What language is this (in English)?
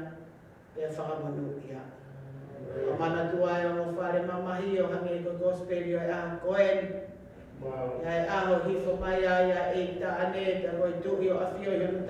Tongan